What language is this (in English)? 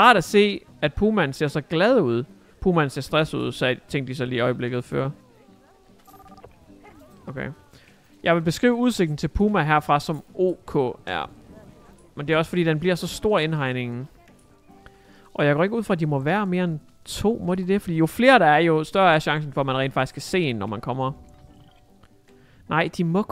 Danish